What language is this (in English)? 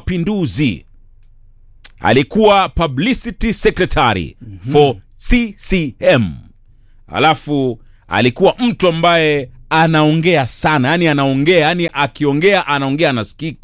Swahili